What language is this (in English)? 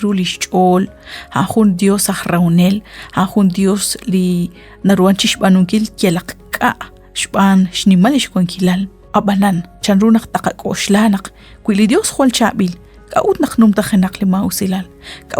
Kekchí